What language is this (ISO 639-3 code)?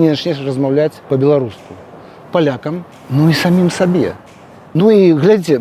bel